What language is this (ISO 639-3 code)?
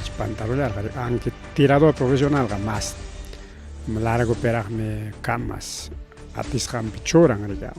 quy